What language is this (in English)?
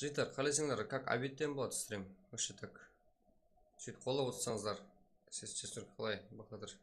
Kara-Kalpak